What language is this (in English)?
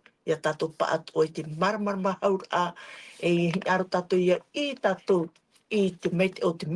Tahitian